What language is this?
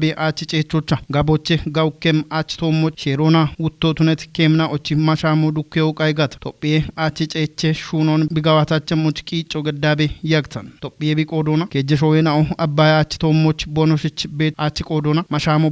Kafa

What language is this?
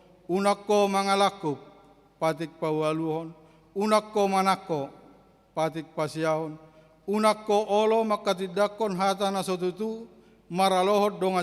Batak Toba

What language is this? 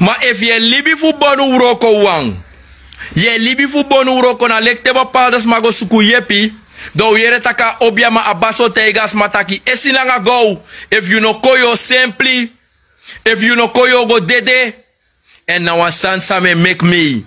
Sranan Tongo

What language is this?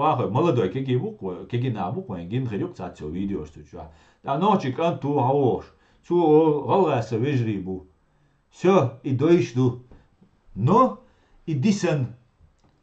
Chechen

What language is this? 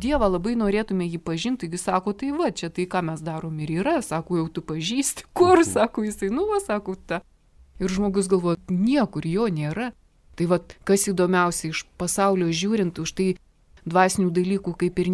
Lithuanian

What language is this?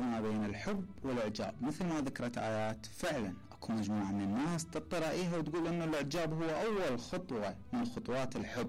Mesopotamian Arabic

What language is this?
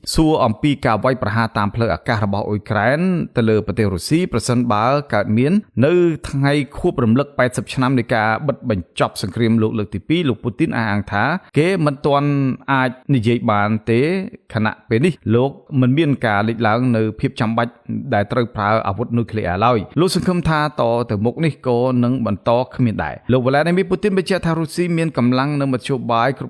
Khmer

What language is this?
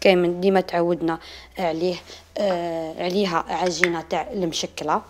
Algerian Arabic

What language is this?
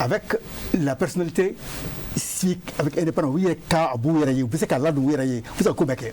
Bambara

